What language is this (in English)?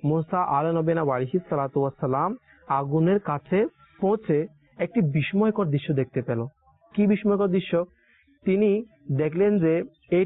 Bangla